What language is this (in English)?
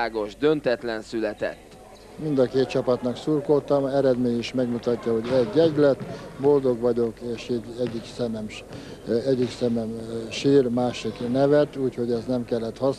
Hungarian